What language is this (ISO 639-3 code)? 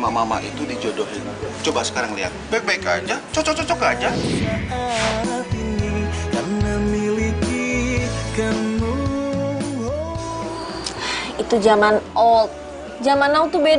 ind